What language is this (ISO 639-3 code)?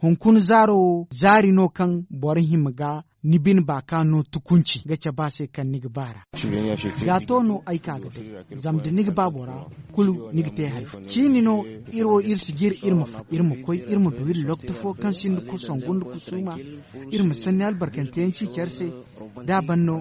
dje